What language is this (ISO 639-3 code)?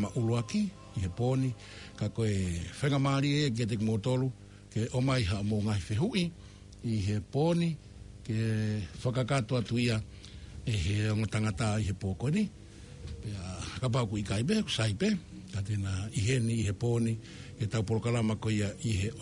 ton